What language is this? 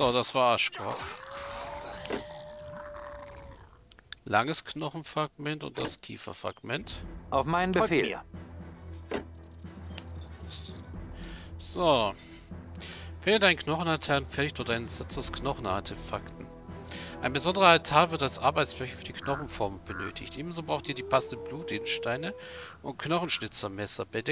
German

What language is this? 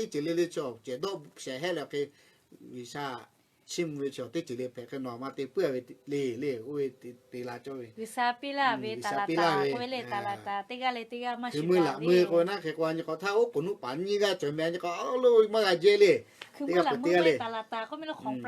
Lahu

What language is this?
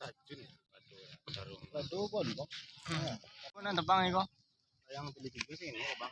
Minangkabau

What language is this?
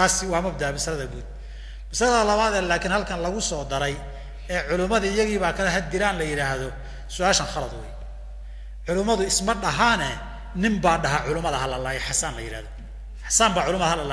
Somali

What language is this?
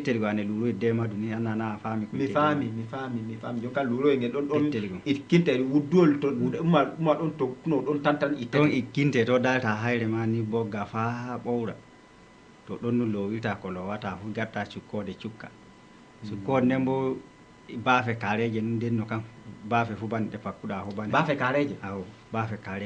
Fula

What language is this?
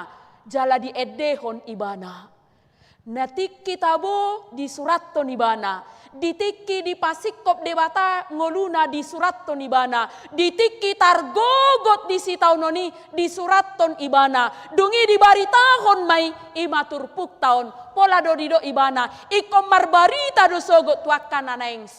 Batak Toba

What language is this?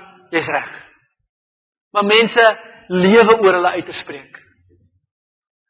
Afrikaans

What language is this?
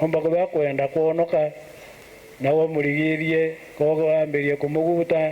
Meru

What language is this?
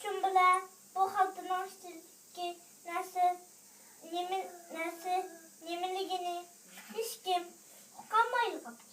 Uyghur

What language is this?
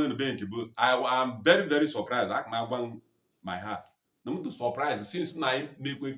Igbo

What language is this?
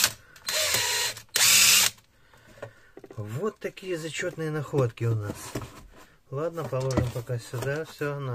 Russian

